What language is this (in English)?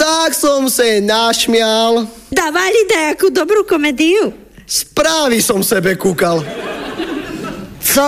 Slovak